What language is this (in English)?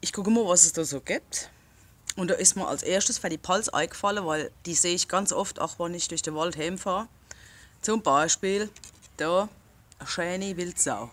Palatine German